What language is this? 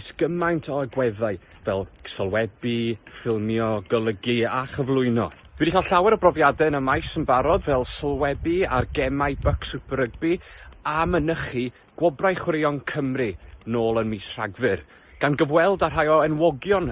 Welsh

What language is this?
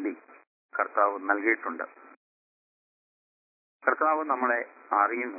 Malayalam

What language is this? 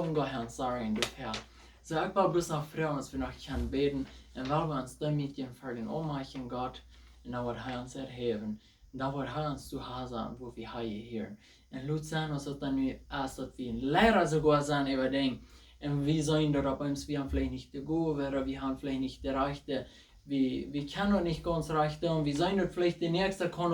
Plautdietsch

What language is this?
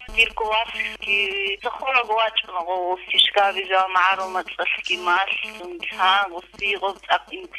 Avaric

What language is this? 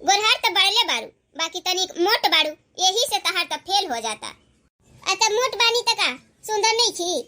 Bhojpuri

